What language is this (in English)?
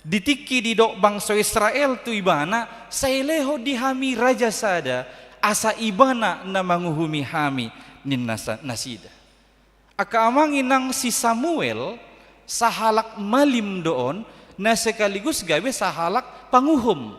Batak Toba